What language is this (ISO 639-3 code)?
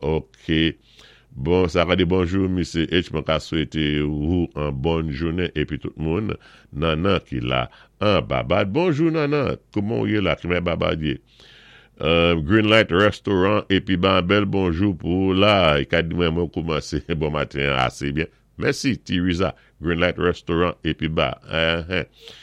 acf